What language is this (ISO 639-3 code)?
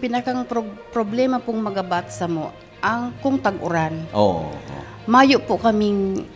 bik